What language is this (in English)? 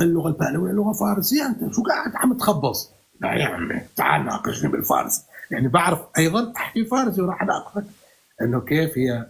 North Levantine Arabic